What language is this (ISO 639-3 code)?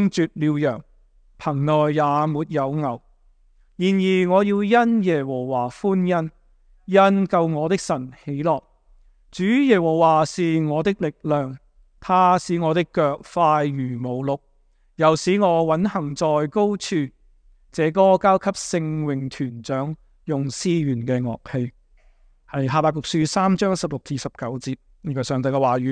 yue